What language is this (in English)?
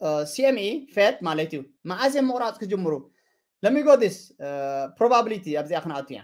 Tigrinya